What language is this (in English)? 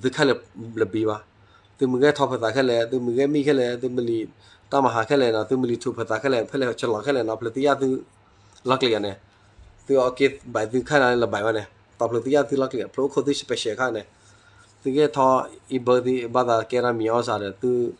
S'gaw Karen